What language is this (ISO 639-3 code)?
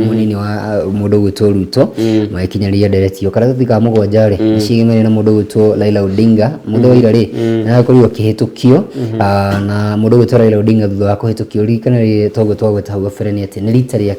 kik